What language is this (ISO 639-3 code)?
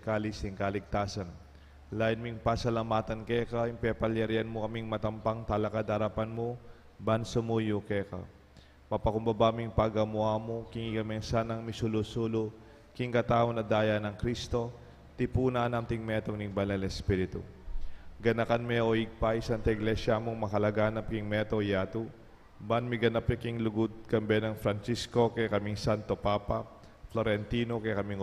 pam